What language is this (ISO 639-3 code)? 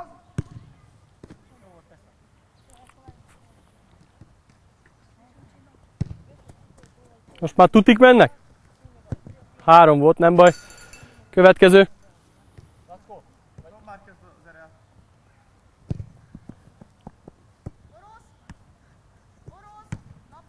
hun